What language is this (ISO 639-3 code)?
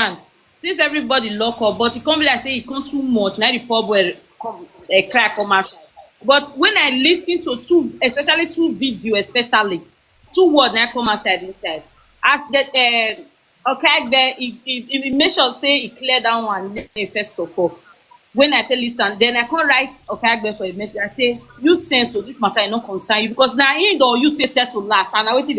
pcm